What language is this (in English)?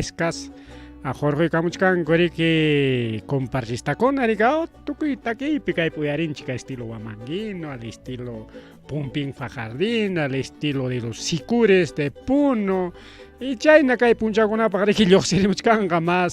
Ayacucho Quechua